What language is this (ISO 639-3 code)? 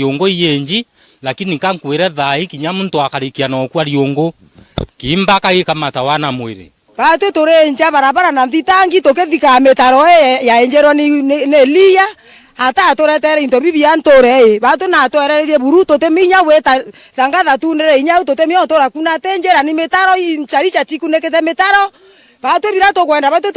mer